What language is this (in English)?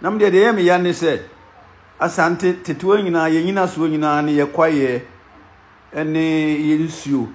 Akan